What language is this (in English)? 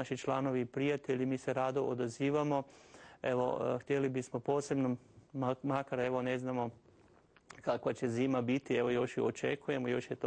Croatian